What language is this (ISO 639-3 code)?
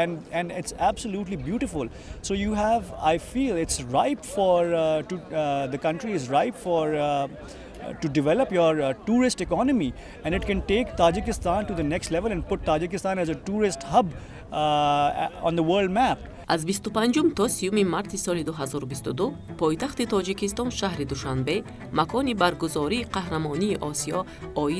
tgk